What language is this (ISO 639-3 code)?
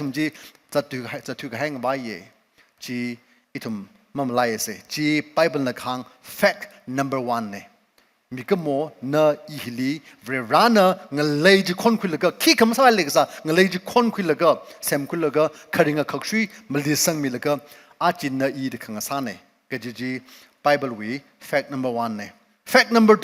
nmf